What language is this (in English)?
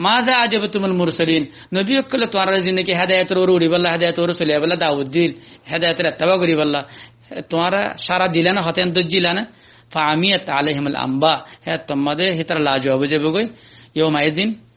Rohingya